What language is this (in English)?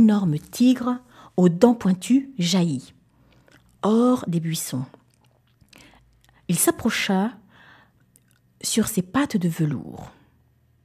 French